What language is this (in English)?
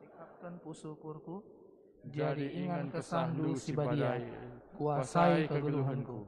Batak Karo